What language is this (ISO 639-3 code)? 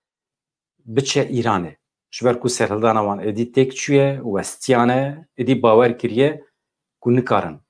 kur